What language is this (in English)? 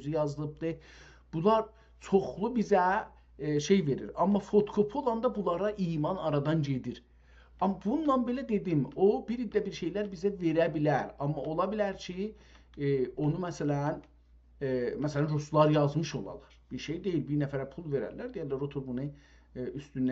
South Azerbaijani